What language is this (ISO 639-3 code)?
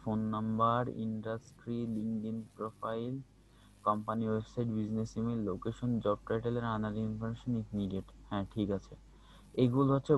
ben